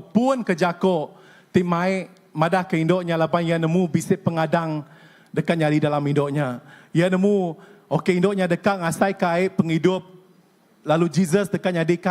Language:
Iban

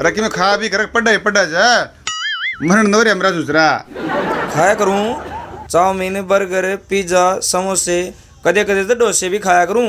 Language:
Haryanvi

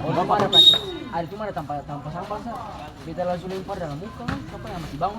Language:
Ambonese Malay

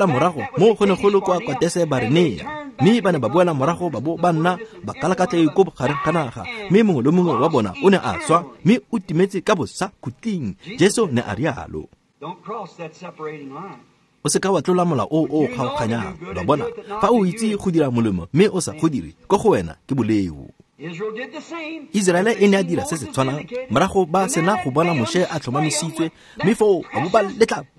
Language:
Tswana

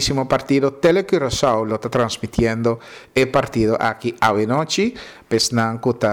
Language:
Papiamento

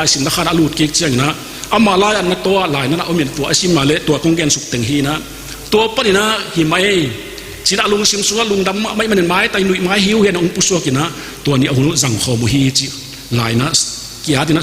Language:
Tedim Chin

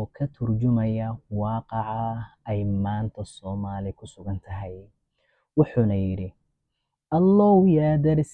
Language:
Somali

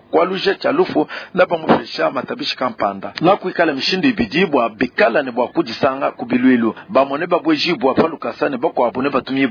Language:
Luba-Lulua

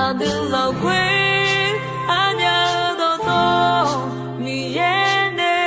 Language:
Akha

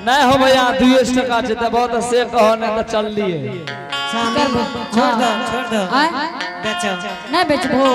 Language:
Angika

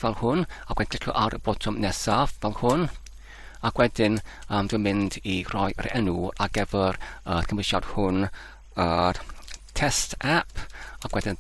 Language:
Welsh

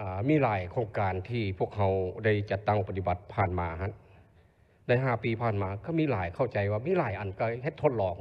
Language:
Lao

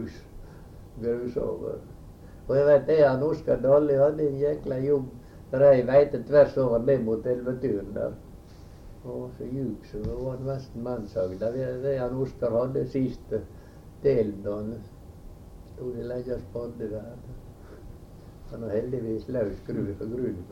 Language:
Norwegian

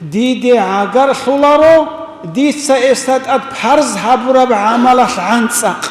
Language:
Avaric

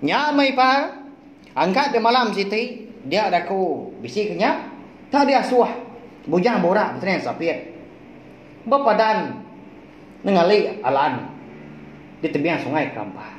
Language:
Iban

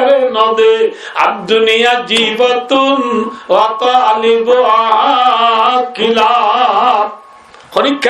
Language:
Rohingya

